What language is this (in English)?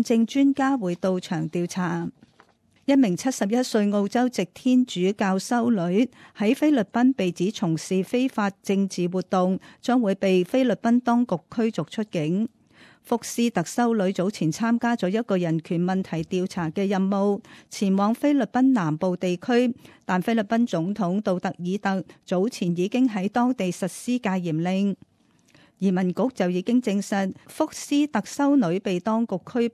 Cantonese